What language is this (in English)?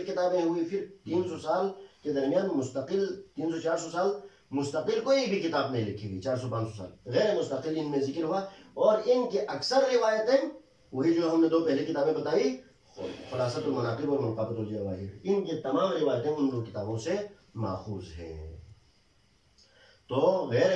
Urdu